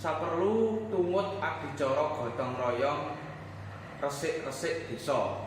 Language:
Javanese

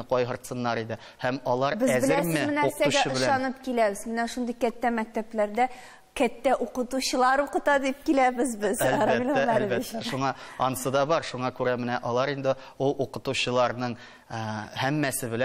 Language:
Tatar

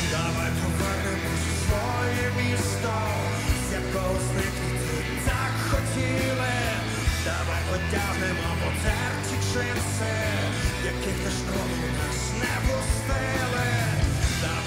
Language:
Ukrainian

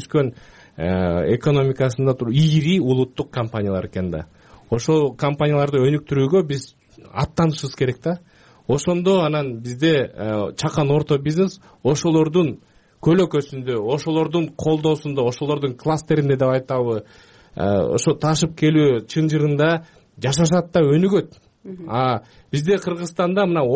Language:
Kyrgyz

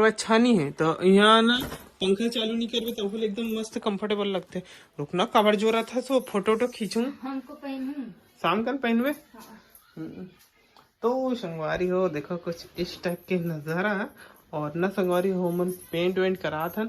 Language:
Chhattisgarhi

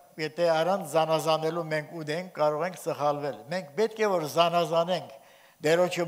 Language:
Armenian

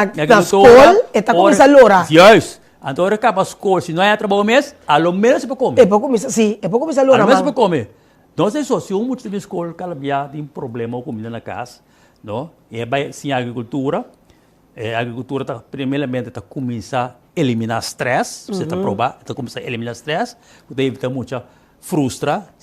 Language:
Papiamento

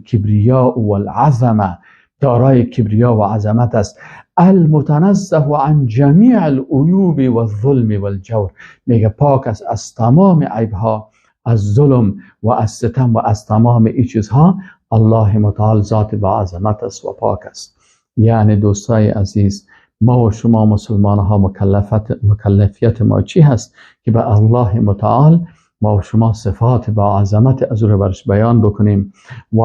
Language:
Persian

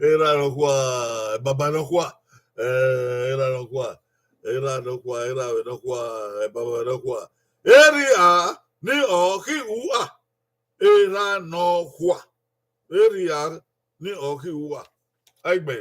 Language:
Bini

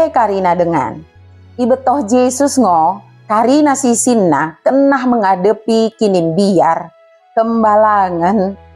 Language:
Batak Dairi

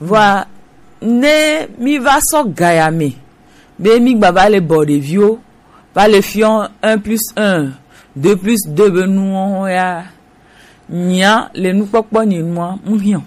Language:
Gen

